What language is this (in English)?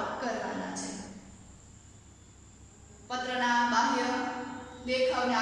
Gujarati